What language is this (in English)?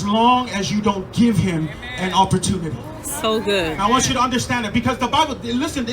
Samoan